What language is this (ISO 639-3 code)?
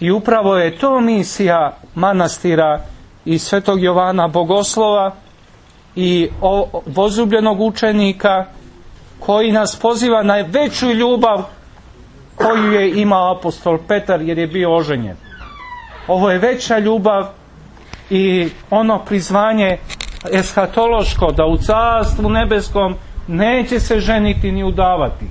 srp